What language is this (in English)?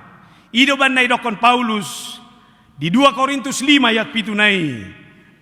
Batak Toba